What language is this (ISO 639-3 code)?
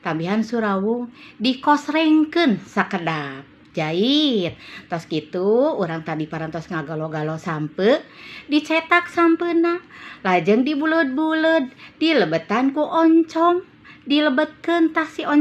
sun